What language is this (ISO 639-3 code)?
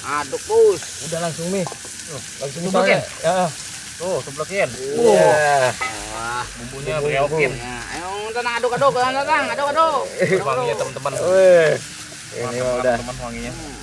bew